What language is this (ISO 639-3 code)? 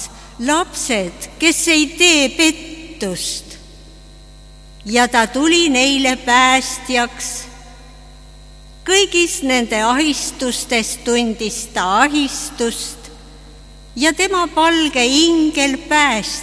est